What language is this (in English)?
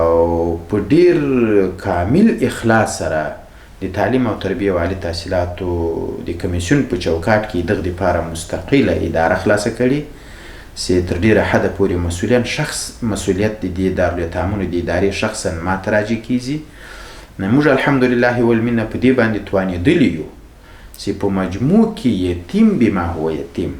Pashto